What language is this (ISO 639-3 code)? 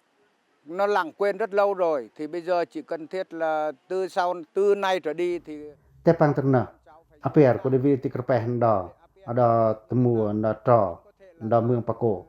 pac